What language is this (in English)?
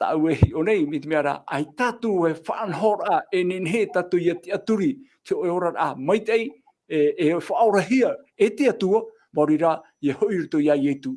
Tahitian